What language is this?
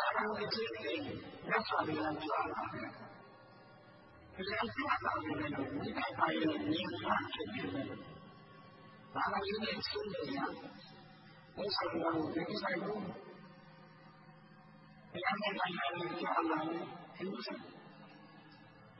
Burmese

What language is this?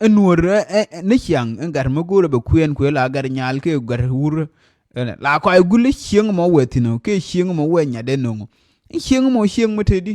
Nuer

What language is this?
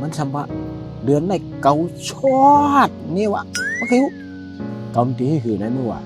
Shan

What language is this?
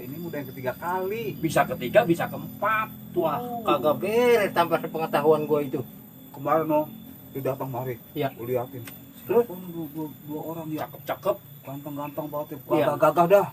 Betawi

